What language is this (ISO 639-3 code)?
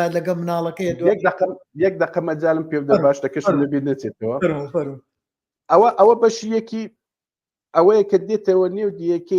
ckb